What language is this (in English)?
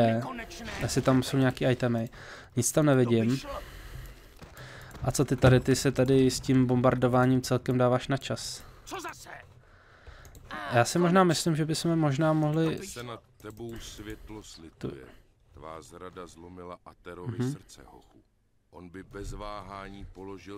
Czech